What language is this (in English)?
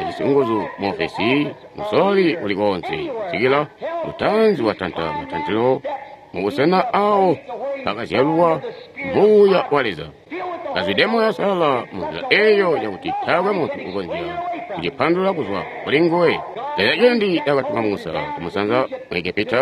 Tonga (Zambia)